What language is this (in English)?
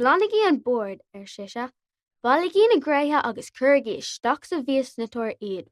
Irish